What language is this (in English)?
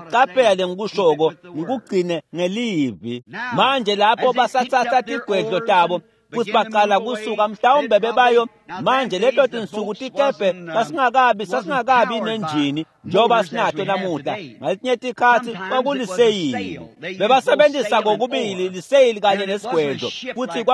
Swati